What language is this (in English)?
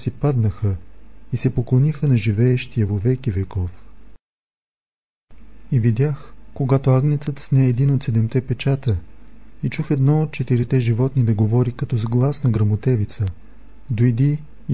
Bulgarian